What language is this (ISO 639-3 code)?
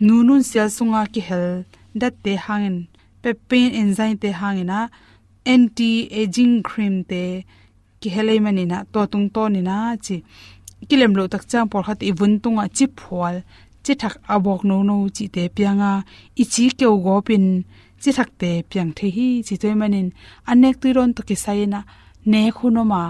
ctd